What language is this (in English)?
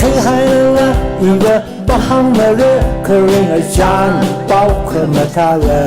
Tangkhul Naga (India)